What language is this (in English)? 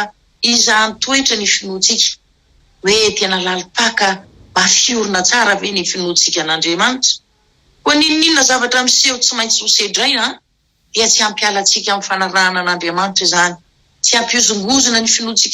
Malagasy